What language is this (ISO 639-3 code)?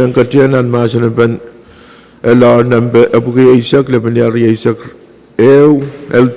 pon